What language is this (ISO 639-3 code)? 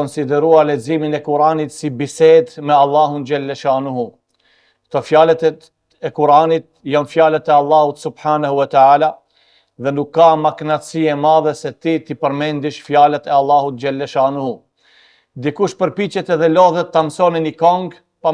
sqi